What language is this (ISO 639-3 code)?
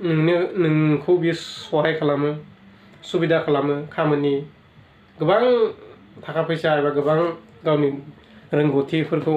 brx